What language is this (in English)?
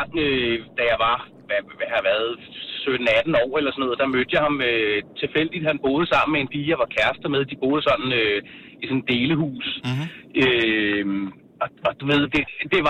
Danish